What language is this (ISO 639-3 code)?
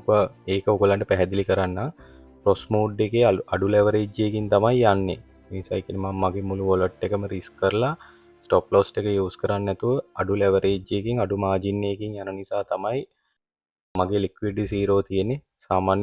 sin